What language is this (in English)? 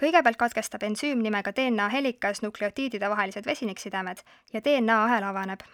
Estonian